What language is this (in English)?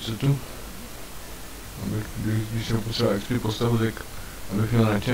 Czech